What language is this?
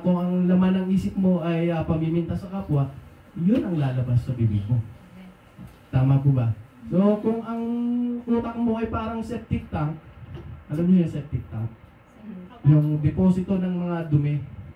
Filipino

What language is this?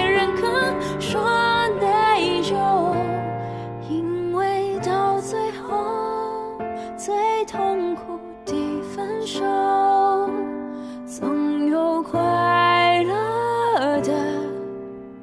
Chinese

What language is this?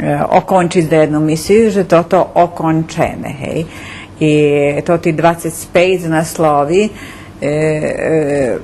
Rusyn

